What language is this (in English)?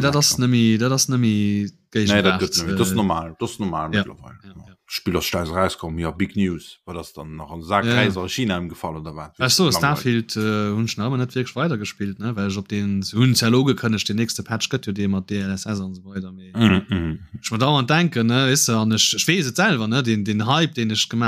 Luxembourgish